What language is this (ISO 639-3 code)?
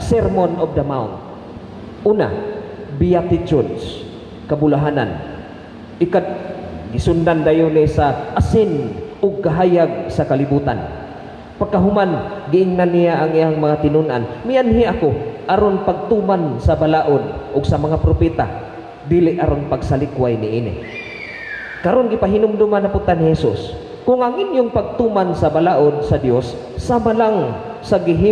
ceb